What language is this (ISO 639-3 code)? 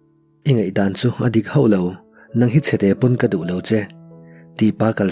lus